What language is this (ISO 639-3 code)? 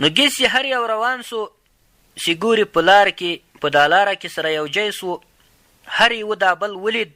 pus